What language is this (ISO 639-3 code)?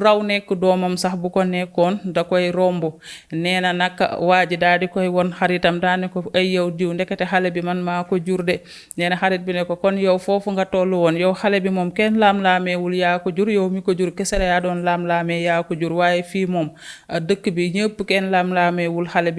wol